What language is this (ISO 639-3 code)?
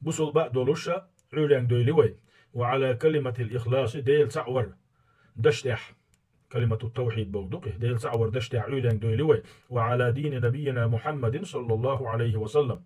che